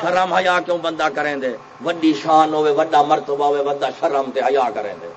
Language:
Saraiki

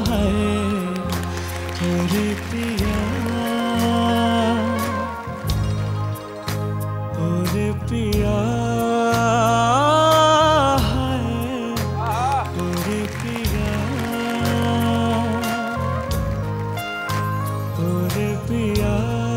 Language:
Hindi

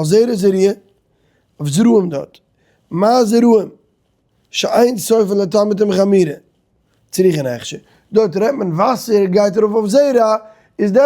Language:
Yiddish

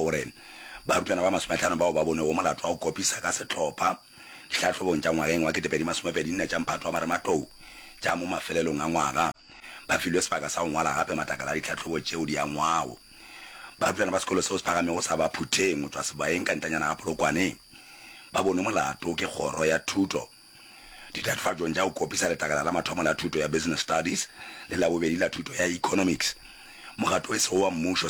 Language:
Northern Sotho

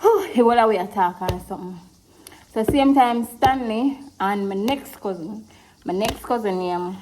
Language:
Jamaican Creole English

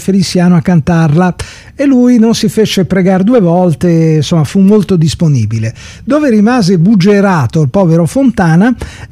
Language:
Italian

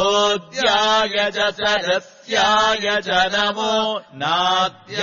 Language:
Sanskrit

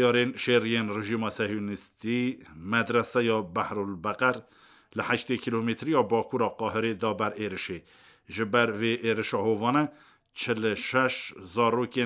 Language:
Kurdish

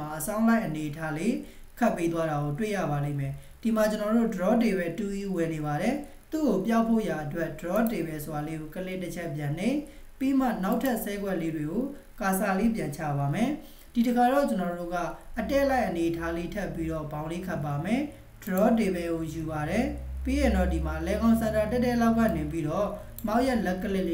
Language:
Burmese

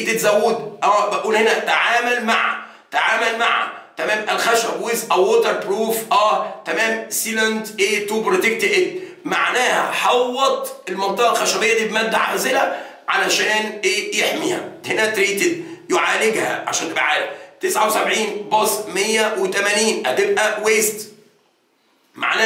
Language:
Egyptian Arabic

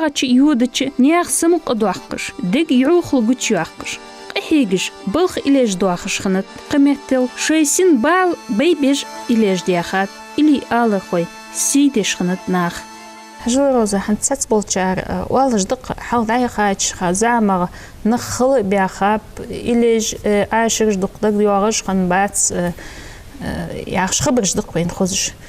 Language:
Ingush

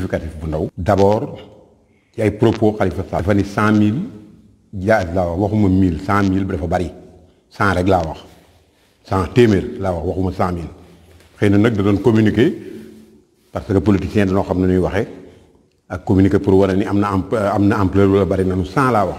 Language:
Wolof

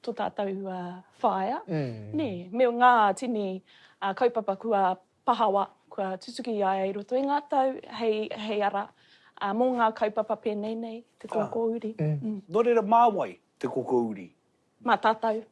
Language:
Māori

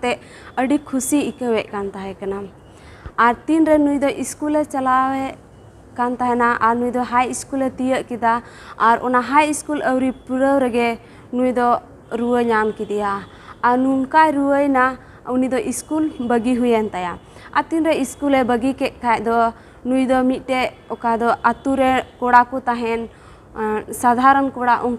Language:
Santali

